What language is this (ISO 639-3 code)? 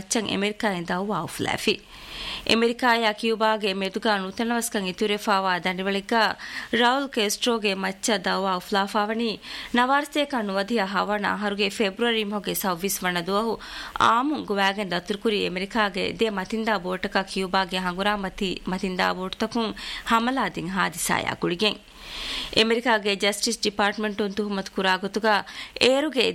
div